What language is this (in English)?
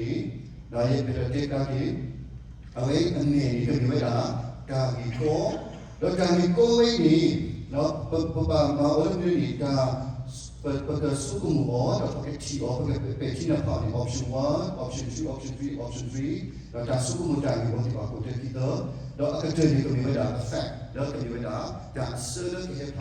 S'gaw Karen